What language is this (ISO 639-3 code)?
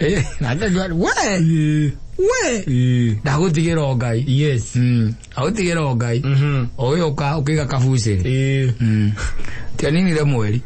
kik